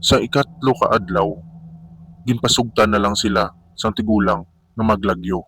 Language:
Hiligaynon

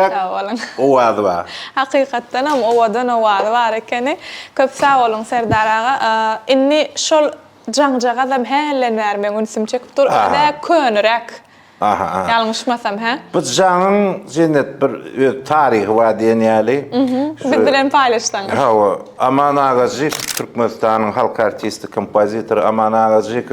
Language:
Turkmen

